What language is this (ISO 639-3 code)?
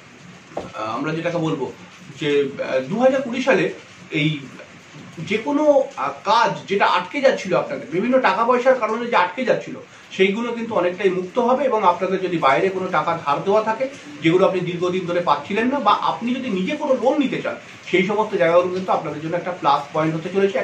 ben